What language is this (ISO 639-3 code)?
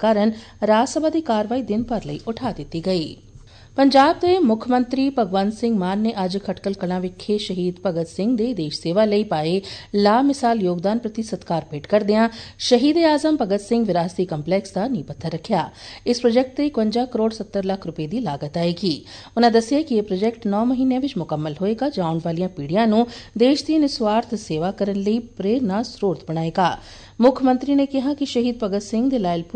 pan